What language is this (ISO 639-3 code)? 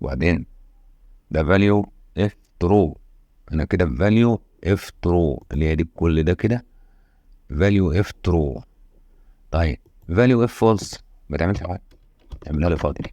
arz